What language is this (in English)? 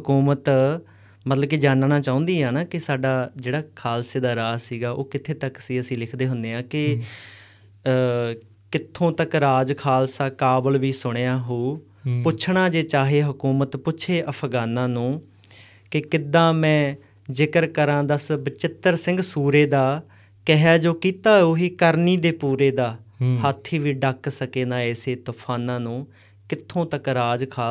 Punjabi